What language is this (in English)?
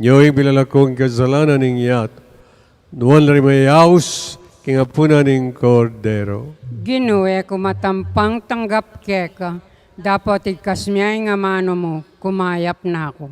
Pampanga